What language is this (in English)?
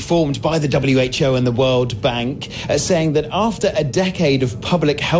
English